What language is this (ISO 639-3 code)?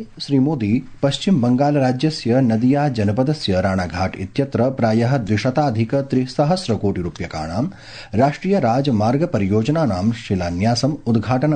san